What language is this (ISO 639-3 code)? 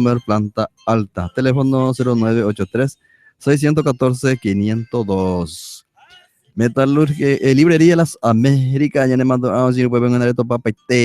grn